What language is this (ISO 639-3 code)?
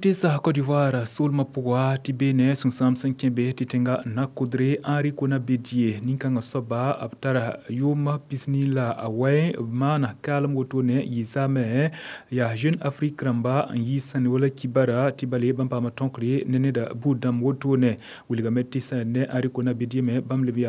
mos